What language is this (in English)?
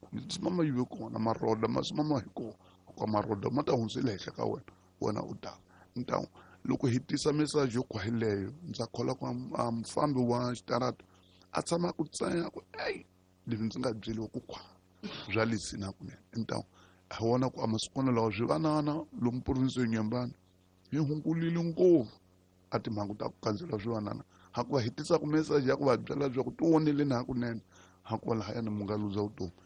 Tsonga